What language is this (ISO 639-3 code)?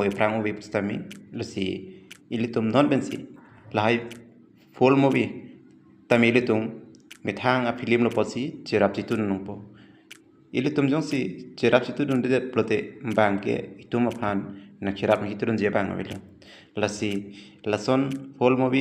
mjw